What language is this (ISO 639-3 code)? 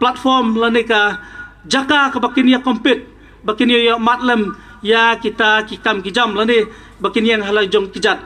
kha